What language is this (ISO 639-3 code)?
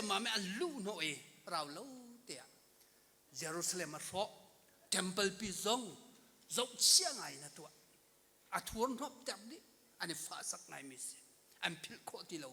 cnh